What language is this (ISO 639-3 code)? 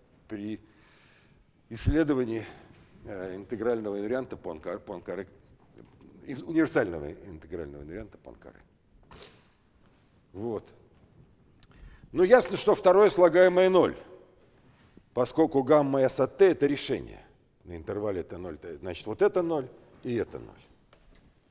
rus